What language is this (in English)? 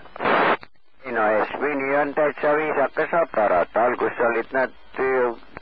Estonian